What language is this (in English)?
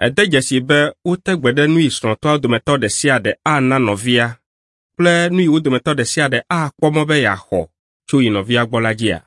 Ewe